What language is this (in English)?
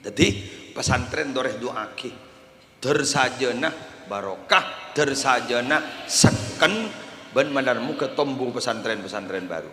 Madurese